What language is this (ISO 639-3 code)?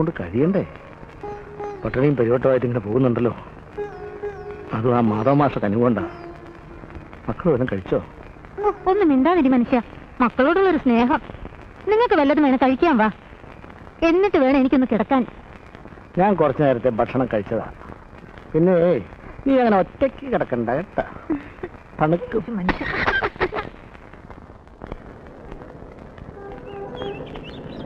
mal